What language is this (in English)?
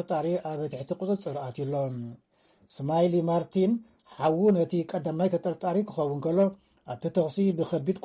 Tigrinya